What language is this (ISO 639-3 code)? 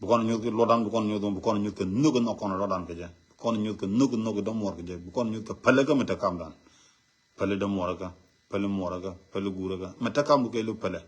nus